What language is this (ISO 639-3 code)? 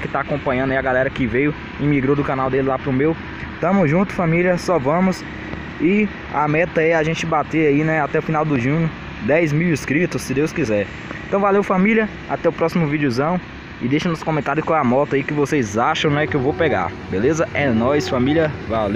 por